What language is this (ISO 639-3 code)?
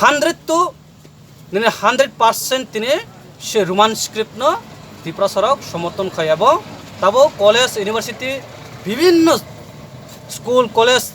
trp